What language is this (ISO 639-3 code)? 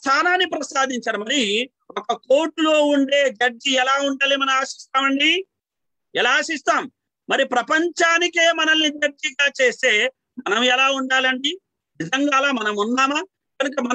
tel